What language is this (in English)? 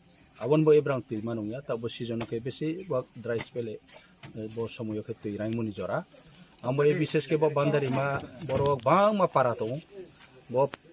Kok Borok